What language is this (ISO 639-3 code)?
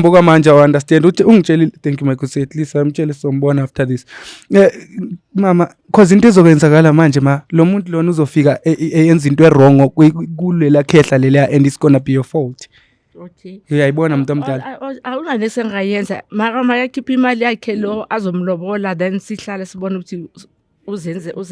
zul